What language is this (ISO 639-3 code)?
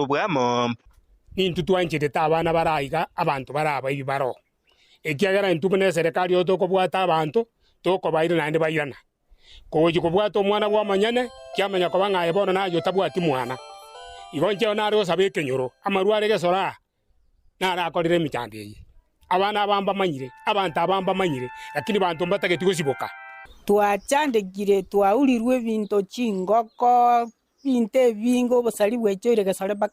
guz